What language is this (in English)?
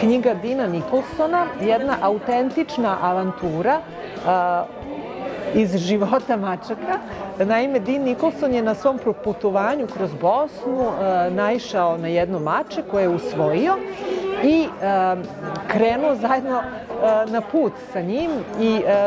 Serbian